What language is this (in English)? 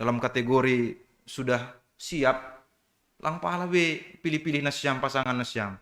Batak Simalungun